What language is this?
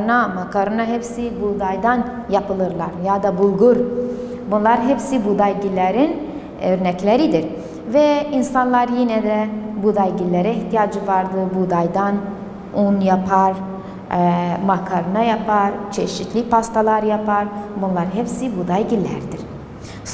Turkish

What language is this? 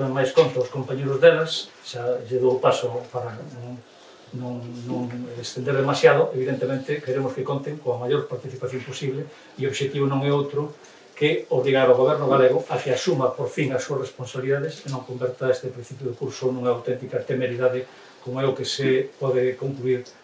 Galician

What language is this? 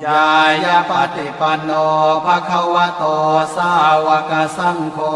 Pali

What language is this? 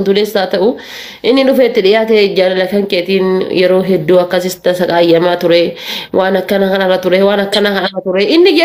Oromo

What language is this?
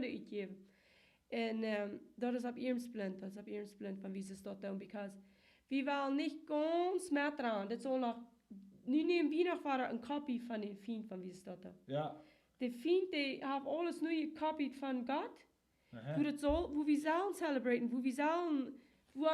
Plautdietsch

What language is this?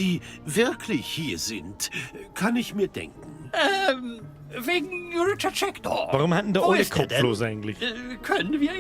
Bavarian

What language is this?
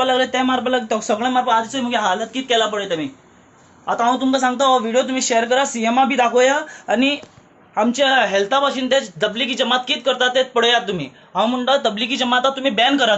Konkani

